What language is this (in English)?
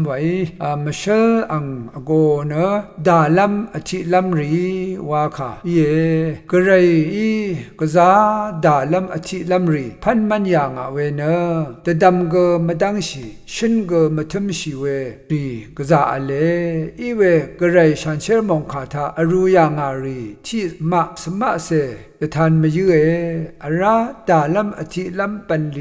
Rawang